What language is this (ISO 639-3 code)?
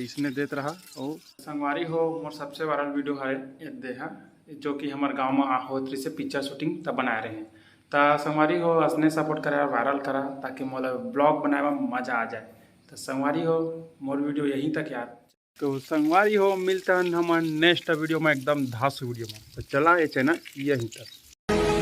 hne